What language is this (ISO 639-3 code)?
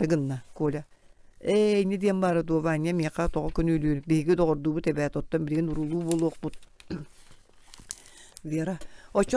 sah